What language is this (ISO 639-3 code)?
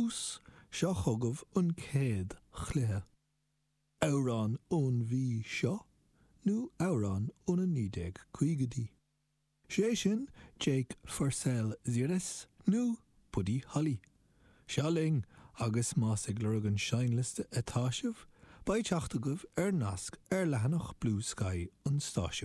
gle